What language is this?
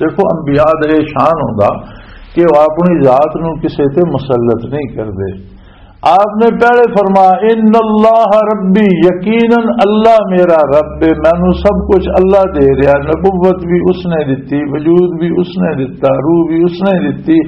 Western Panjabi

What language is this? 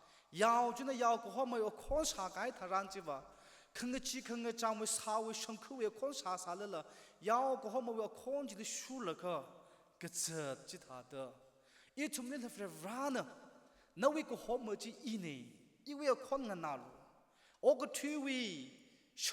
Tangkhul Naga (India)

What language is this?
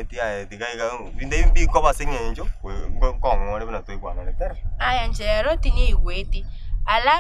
Gusii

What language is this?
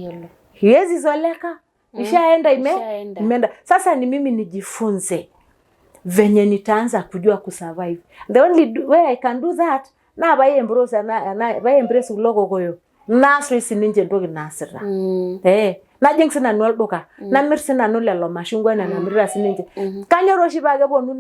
Masai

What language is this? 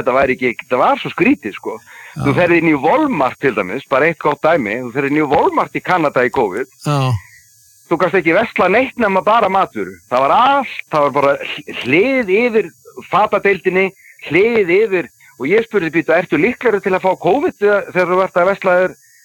Icelandic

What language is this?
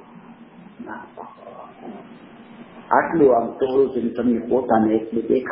Gujarati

